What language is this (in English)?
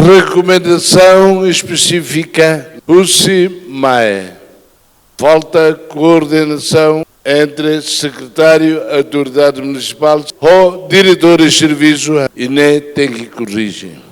Tetum